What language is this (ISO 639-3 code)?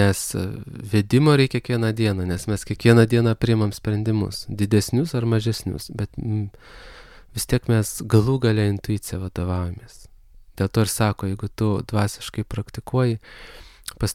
lit